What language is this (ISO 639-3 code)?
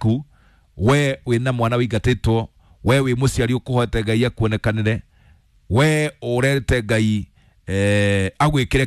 kik